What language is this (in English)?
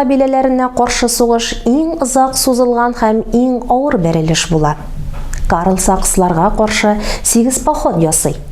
Tatar